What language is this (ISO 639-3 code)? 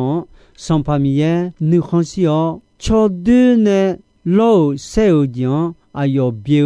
ahk